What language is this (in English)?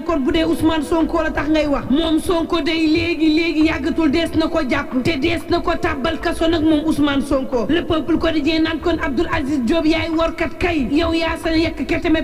Wolof